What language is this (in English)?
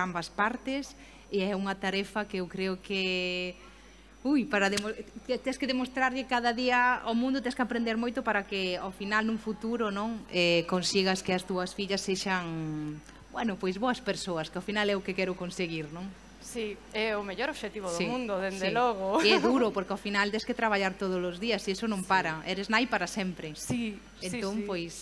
Galician